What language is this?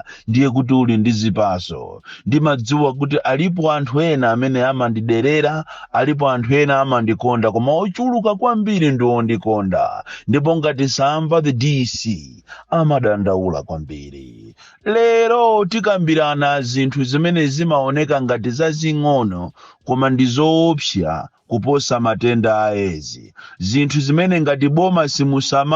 Nyanja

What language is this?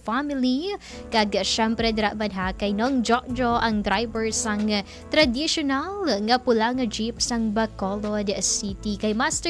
Hiligaynon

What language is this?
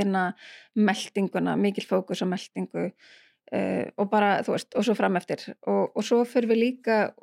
Icelandic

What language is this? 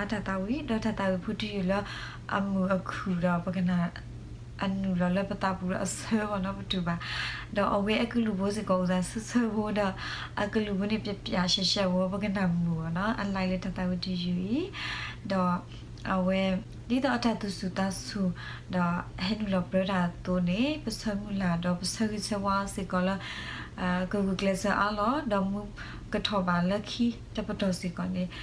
S'gaw Karen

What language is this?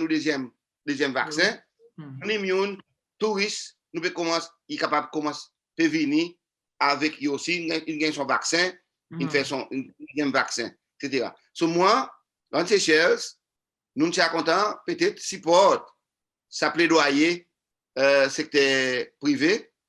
Seselwa Creole French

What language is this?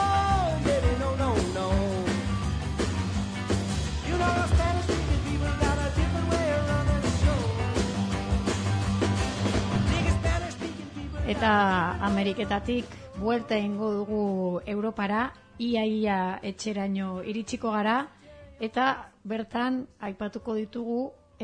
Basque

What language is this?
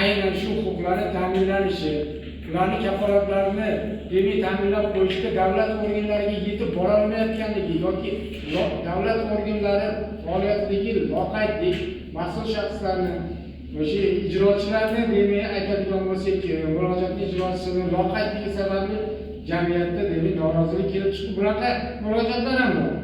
Uzbek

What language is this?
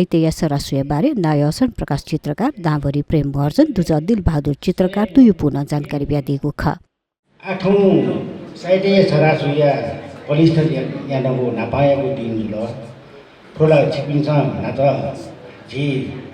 Newari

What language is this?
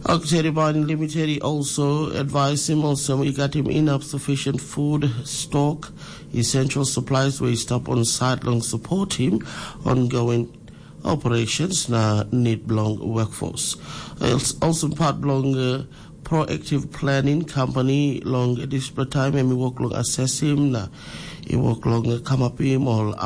Tok Pisin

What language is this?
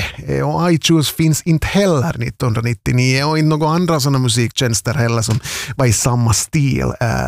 Swedish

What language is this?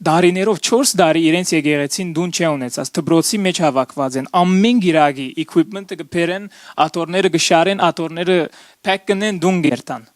Western Armenian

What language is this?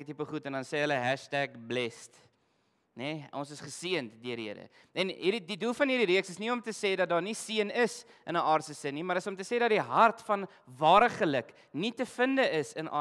Afrikaans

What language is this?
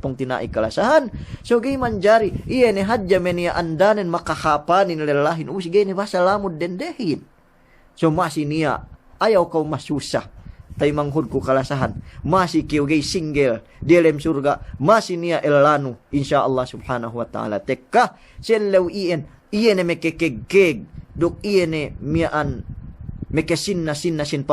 Yakan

